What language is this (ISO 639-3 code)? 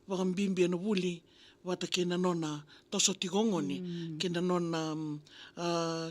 fij